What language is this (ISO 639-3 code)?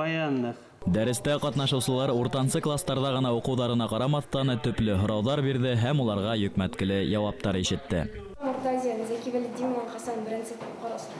bak